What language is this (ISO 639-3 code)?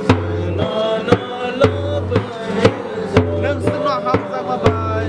trp